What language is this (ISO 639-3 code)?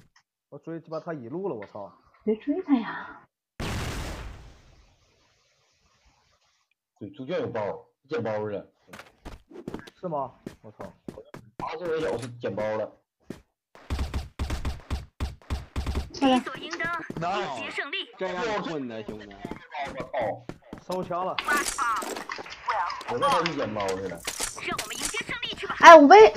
zho